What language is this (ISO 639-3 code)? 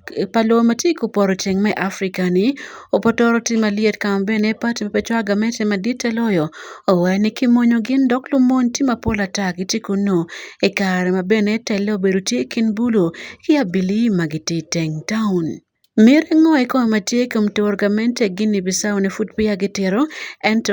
ach